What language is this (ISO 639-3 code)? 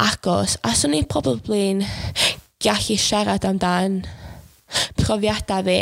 cym